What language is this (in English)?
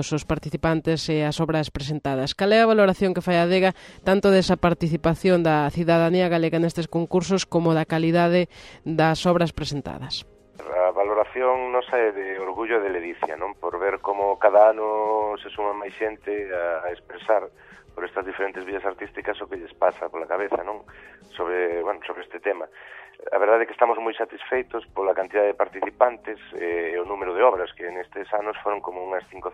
Galician